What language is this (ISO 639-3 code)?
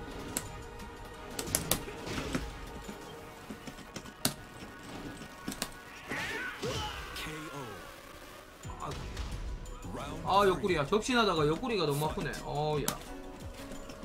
kor